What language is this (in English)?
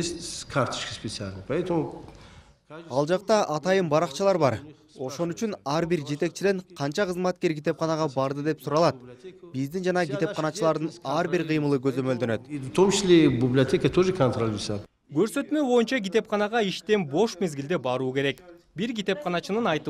Kyrgyz